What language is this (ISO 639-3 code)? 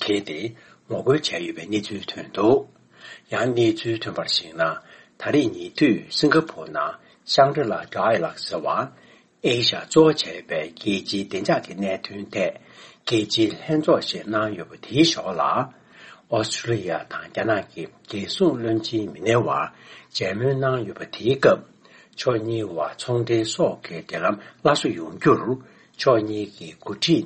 bod